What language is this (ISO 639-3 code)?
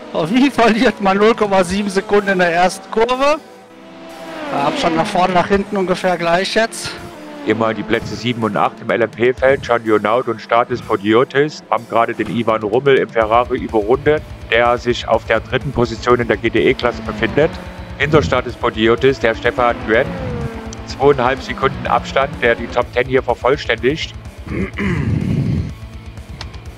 deu